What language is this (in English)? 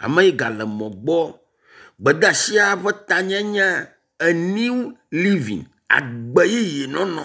Ewe